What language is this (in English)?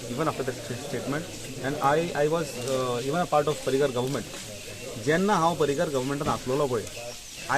Konkani